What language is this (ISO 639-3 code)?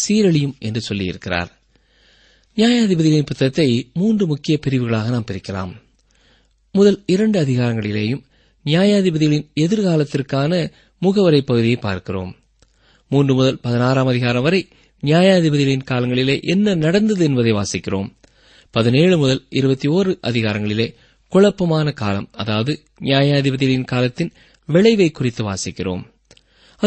tam